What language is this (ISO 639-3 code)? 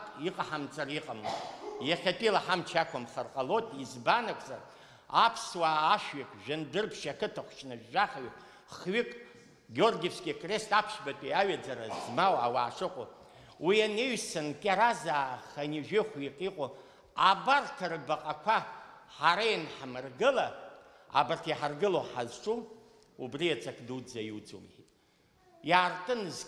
abk